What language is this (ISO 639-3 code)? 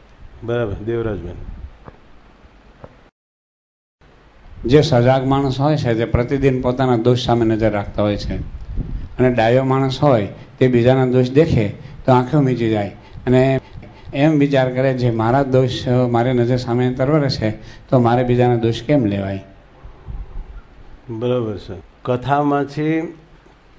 guj